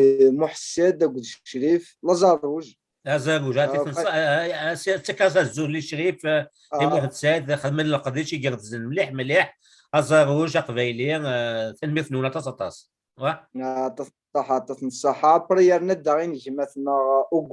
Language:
Kabyle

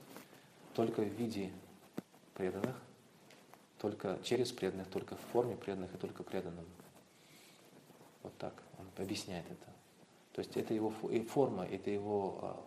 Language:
Russian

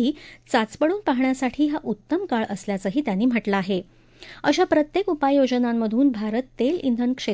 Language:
Marathi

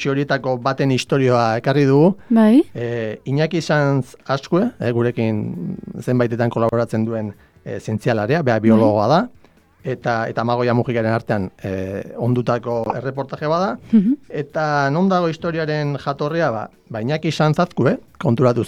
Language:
Basque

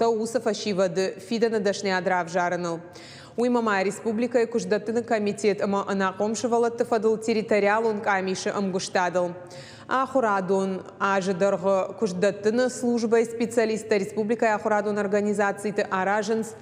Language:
Ossetic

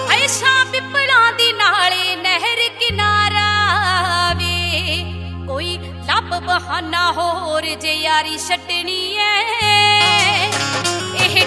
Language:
Punjabi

